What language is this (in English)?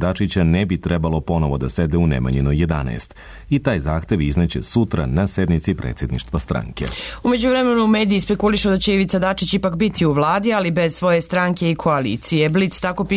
Serbian